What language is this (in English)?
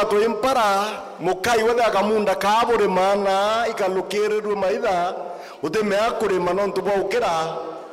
Meru